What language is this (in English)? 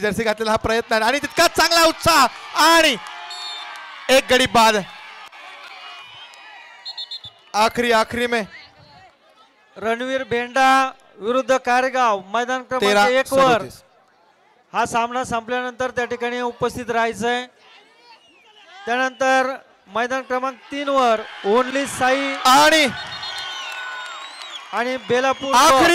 Marathi